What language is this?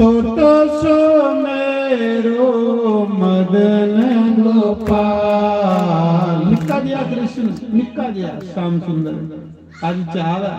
Dogri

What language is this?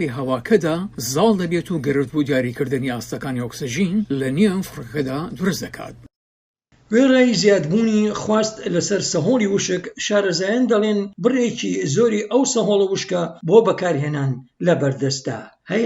Central Kurdish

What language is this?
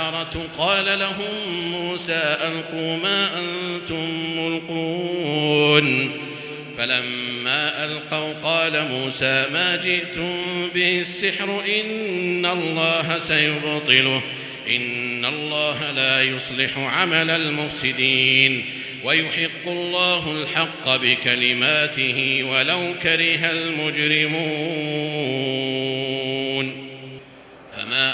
Arabic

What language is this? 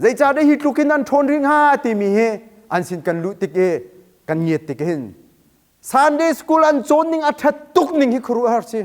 Hakha Chin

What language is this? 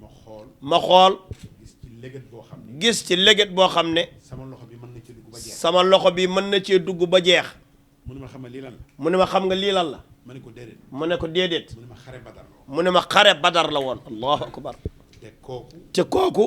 Wolof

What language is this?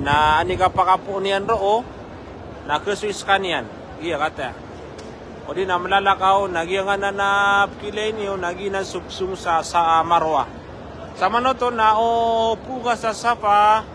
Maranao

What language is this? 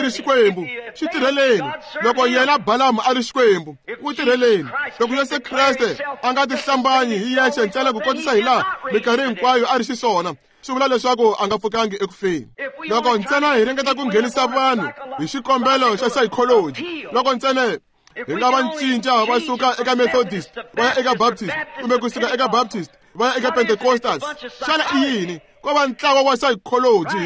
Tsonga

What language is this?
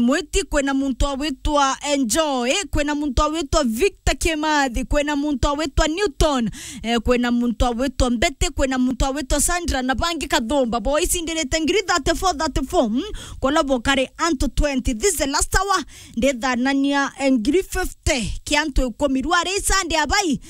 Meru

